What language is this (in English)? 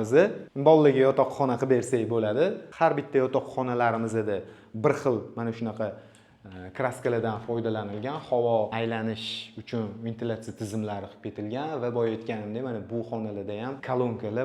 Uzbek